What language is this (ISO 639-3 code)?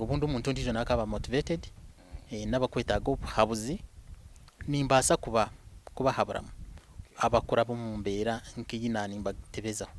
nyn